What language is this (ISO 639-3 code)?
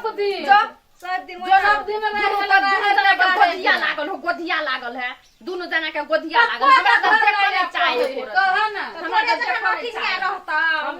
mai